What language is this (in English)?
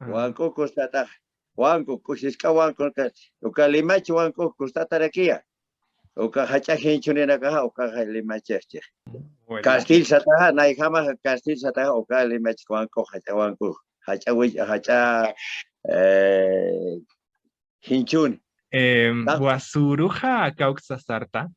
Aymara